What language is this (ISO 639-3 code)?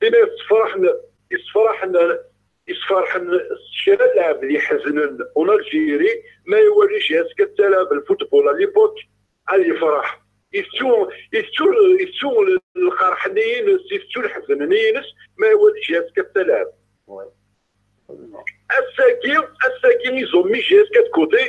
kab